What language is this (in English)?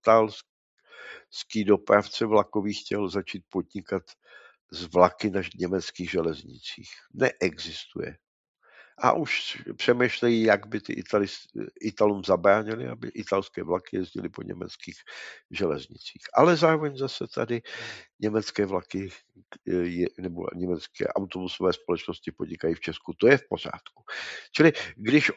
Czech